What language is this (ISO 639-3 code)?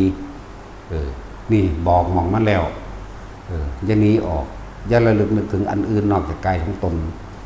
lao